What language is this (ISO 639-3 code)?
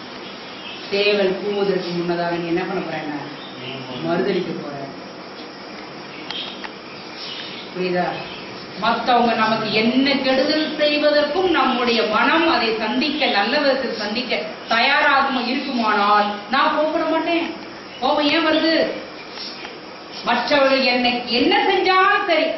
tam